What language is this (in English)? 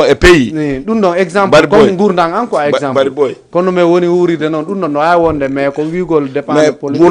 Fula